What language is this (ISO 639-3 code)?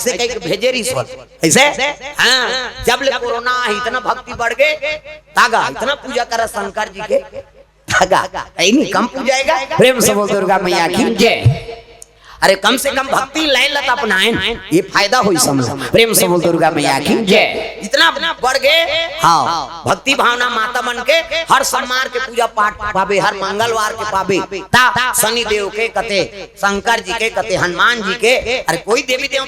hne